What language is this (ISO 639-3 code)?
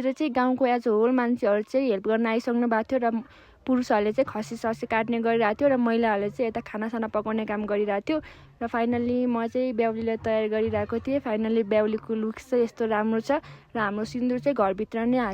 nep